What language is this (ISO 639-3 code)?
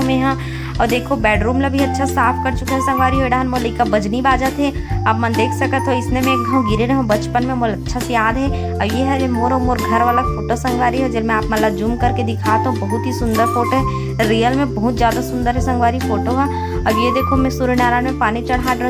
hne